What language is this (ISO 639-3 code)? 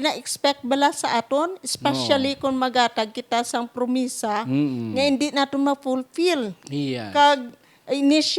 hil